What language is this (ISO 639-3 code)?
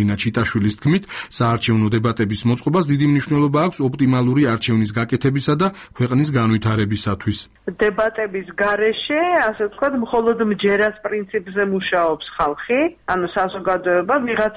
kat